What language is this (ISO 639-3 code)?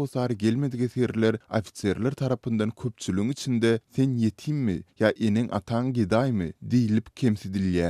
tuk